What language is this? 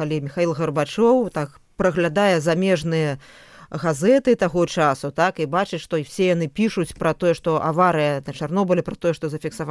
Belarusian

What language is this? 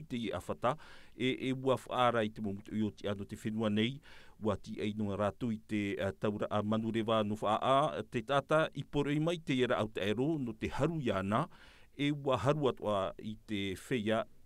Tahitian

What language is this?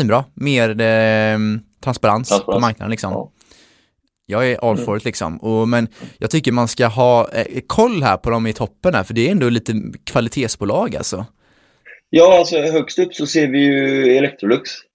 Swedish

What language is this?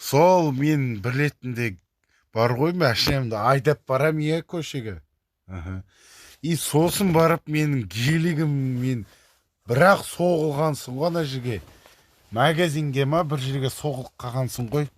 Kazakh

